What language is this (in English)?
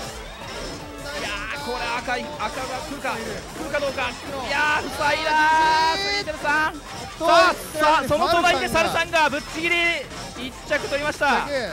Japanese